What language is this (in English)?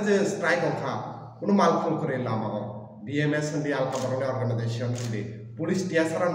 Kok Borok